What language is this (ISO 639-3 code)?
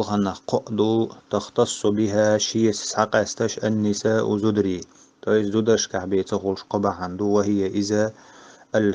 che